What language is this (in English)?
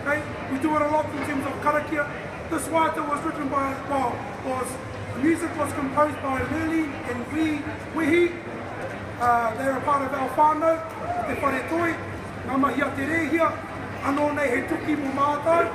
Māori